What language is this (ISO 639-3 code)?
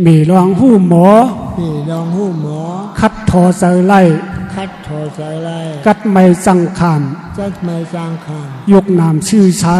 shn